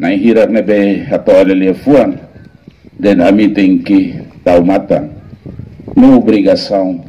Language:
Tetum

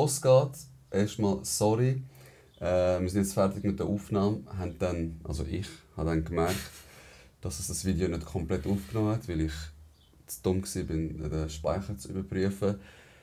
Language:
Swiss German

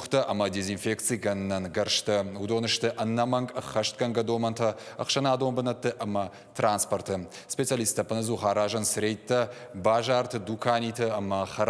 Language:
Ossetic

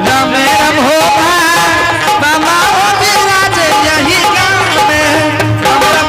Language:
Angika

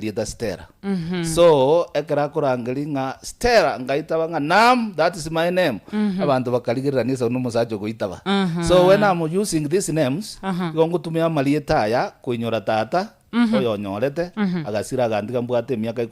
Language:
Gusii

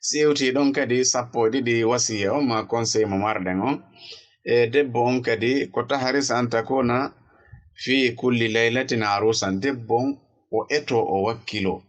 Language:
Fula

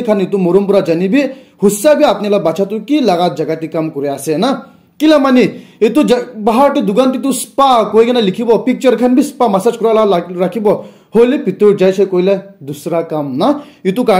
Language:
Naga Pidgin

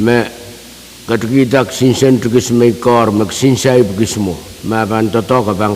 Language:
Pohnpeian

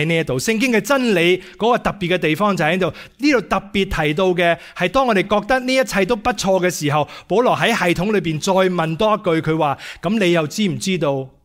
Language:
Cantonese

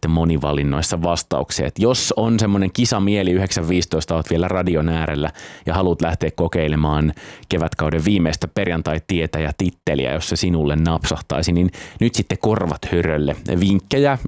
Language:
Finnish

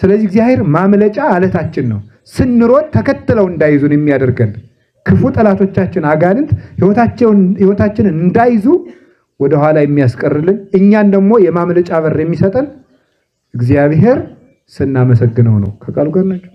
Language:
Amharic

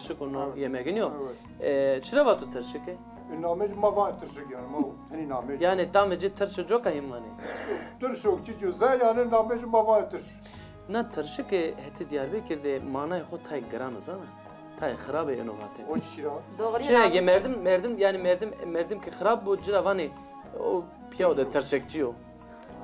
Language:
Zaza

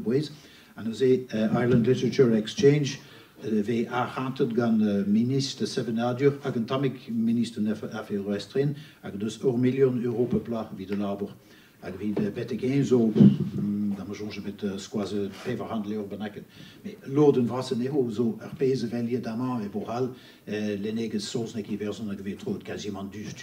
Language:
Breton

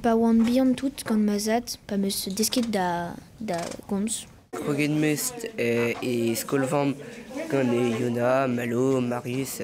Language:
Breton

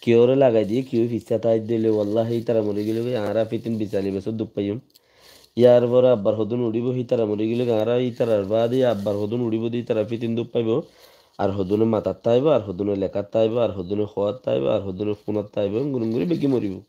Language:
Rohingya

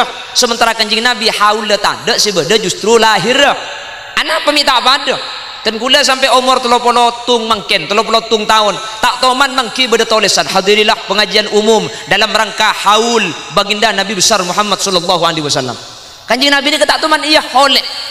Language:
Madurese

